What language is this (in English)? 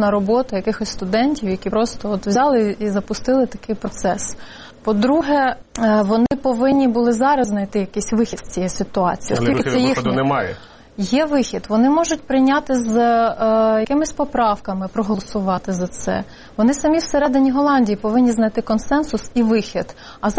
Ukrainian